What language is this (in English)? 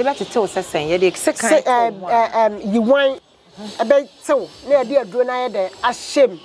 Akan